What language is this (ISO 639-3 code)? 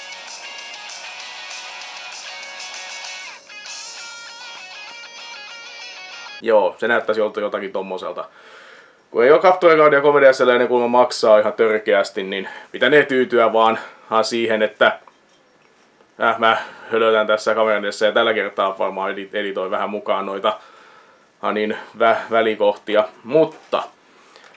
fin